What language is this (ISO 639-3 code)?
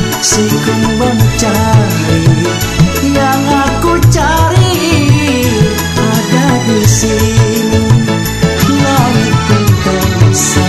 ind